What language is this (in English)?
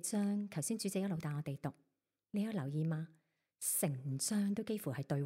Cantonese